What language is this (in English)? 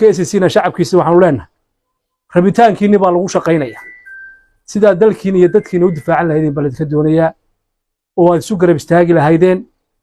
Somali